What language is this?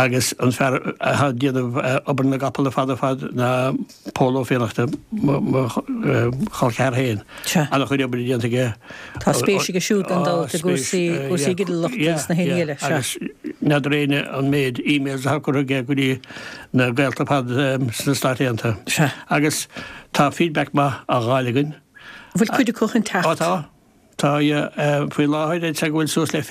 Irish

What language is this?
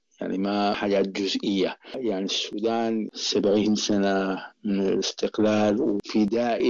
Sudanese Arabic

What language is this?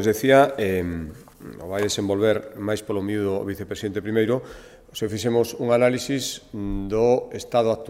Galician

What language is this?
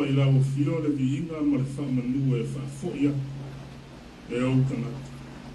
Samoan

